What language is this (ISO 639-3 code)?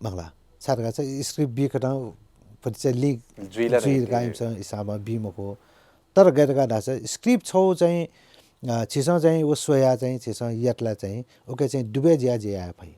new